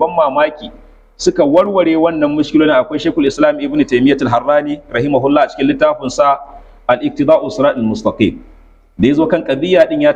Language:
Hausa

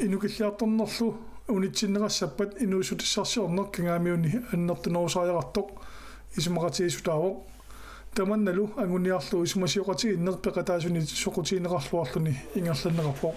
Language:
Kalaallisut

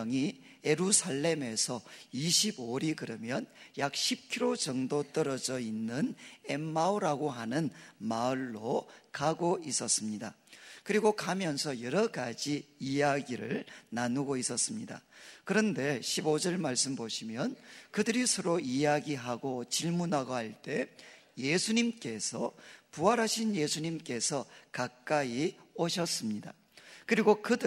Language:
Korean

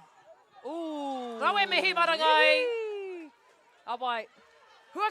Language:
Māori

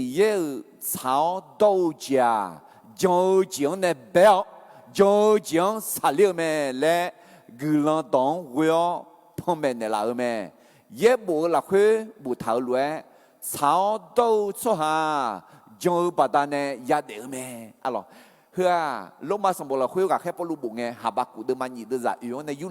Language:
Akha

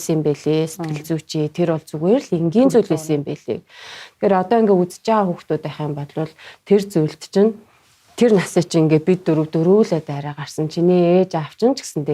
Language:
Mongolian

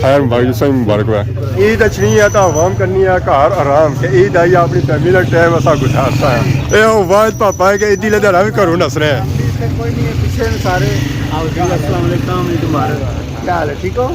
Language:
Pahari-Potwari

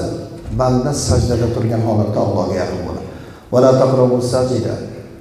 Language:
Uzbek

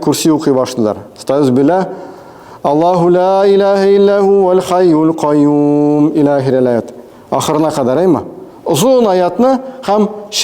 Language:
Tatar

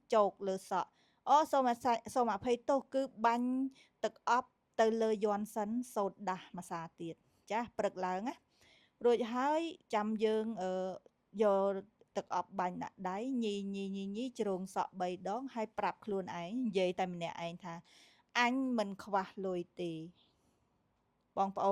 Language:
Khmer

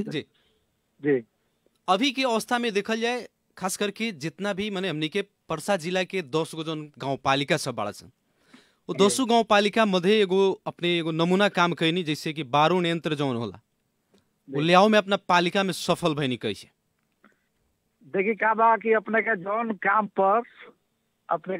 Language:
Bhojpuri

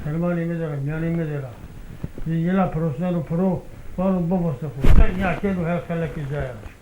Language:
Zaza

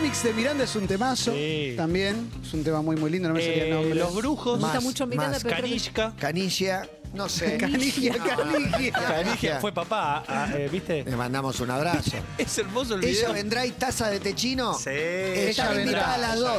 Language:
Spanish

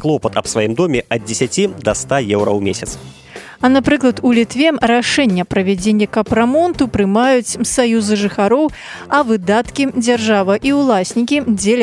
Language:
Belarusian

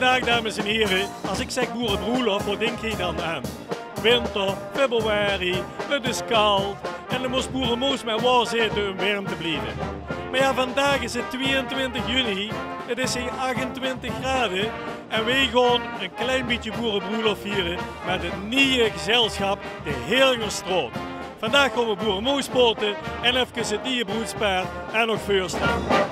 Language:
Limburgish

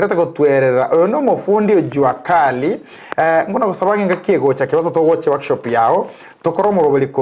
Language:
Gusii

